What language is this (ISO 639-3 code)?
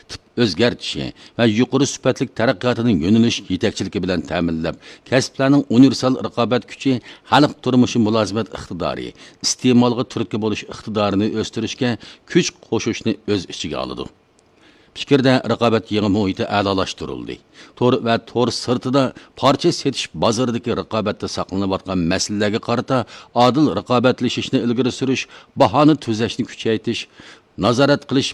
uig